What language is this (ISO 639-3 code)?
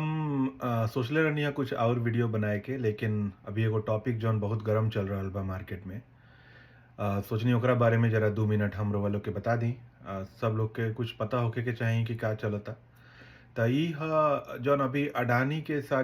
bho